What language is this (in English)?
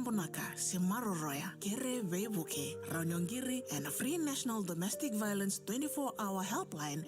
Fijian